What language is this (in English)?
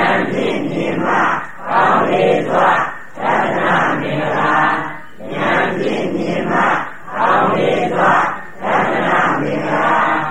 Burmese